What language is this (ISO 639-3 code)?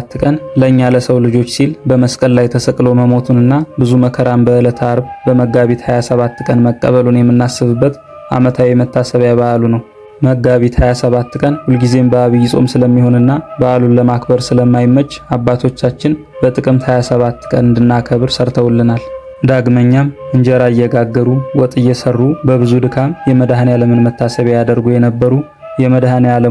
amh